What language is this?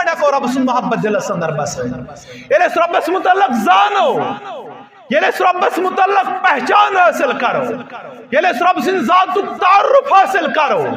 Kashmiri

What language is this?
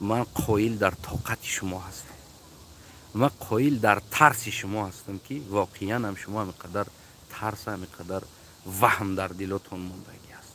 Tajik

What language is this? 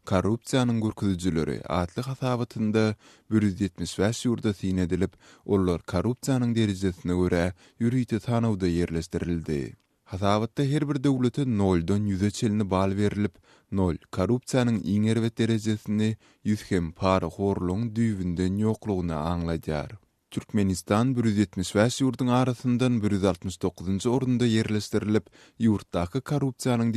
Turkmen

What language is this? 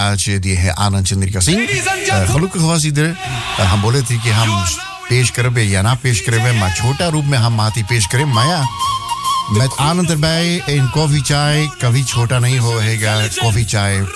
Bhojpuri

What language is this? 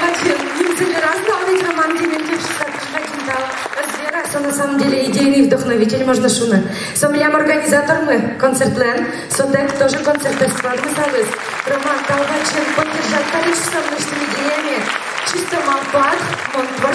Udmurt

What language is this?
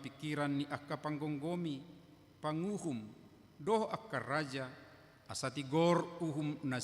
Batak Toba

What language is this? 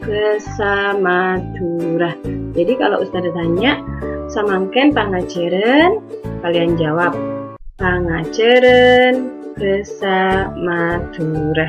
Madurese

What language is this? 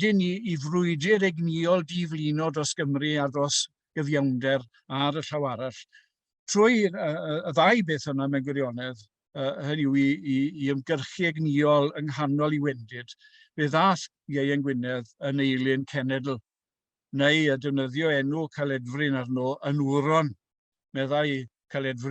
Welsh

